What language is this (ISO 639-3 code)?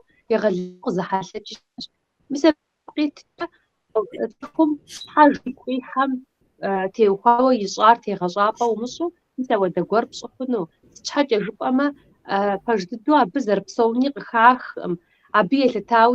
kbd